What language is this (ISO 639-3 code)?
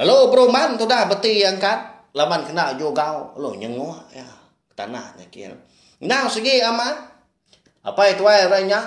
iba